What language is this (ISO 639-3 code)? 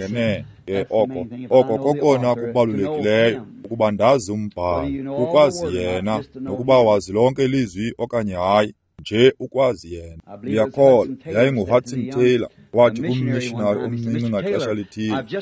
xho